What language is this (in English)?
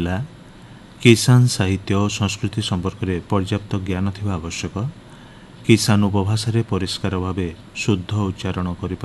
Odia